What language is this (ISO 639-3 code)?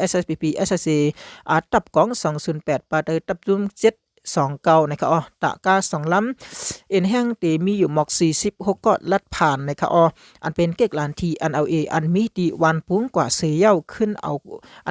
shn